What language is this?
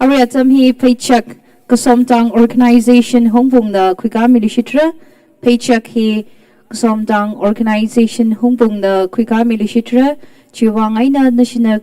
Tangkhul Naga (India)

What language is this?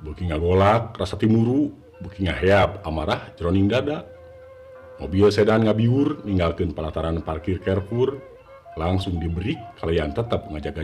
Sundanese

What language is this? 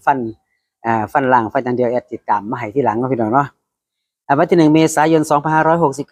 Northeastern Thai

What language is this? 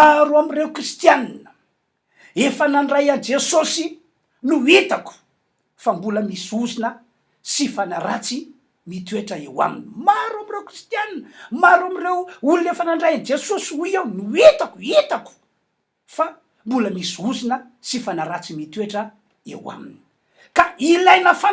Malagasy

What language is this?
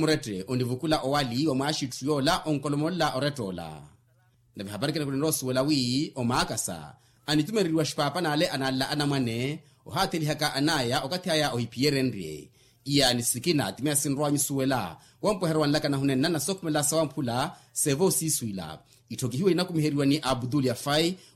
Makhuwa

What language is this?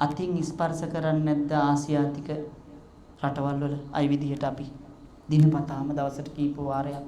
Sinhala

